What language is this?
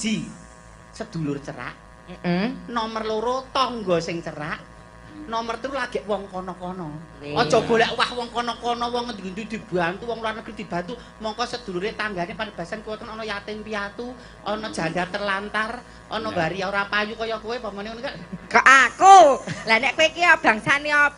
Javanese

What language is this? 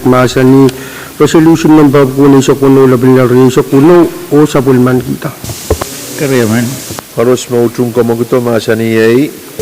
Pohnpeian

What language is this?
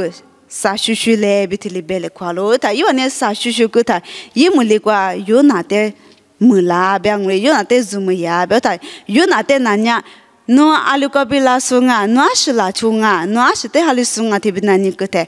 Lisu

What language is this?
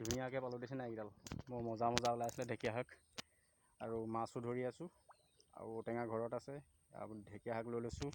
Assamese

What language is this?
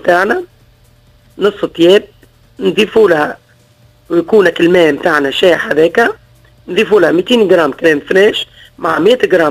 Tunisian Arabic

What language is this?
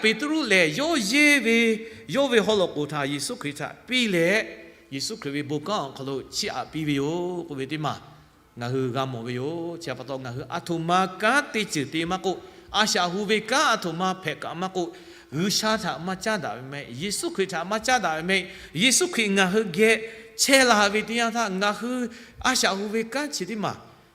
Lahu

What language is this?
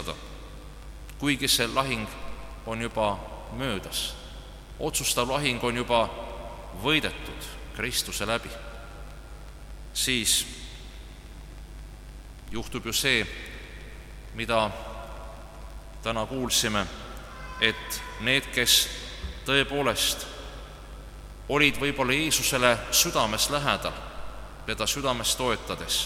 Estonian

